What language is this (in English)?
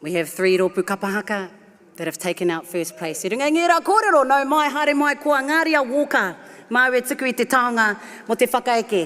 Māori